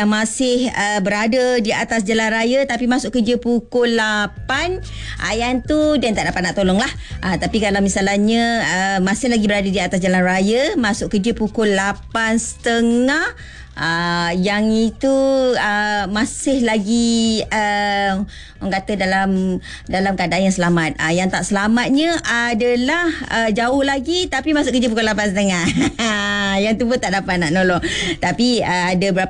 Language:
Malay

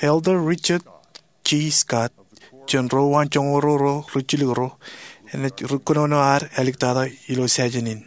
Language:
Marshallese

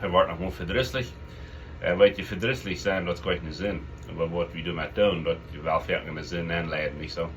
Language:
Plautdietsch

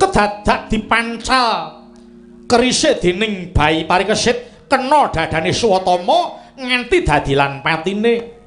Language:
Javanese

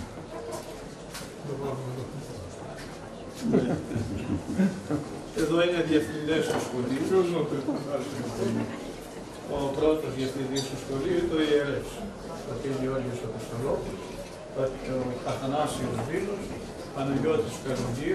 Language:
Greek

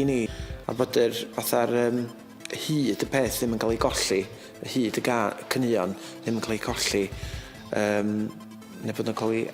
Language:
Welsh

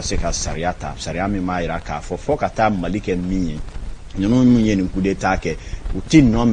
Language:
Bambara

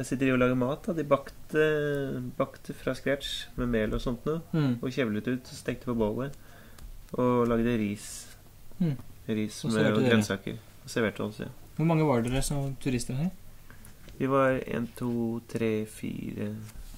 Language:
Norwegian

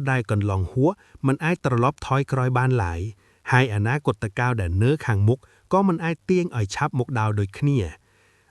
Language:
Khmer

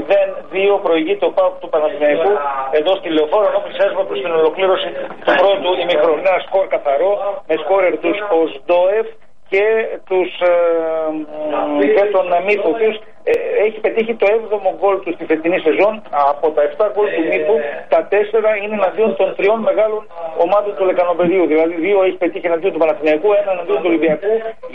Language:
Greek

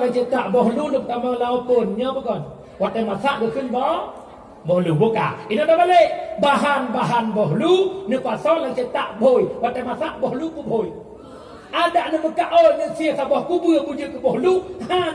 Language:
Achinese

